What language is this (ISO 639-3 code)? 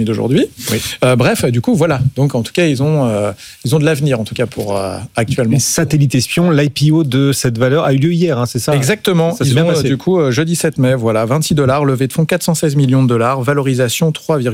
fra